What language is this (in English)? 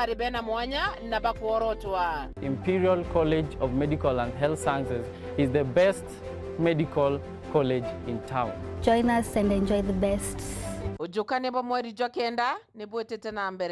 Meru